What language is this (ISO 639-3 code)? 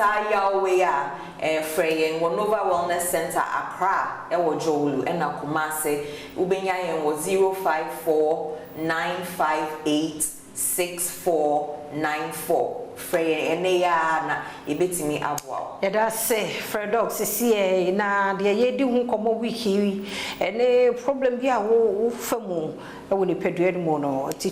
aka